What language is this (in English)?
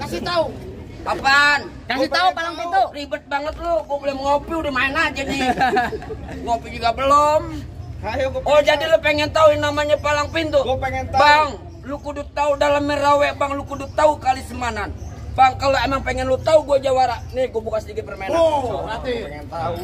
Betawi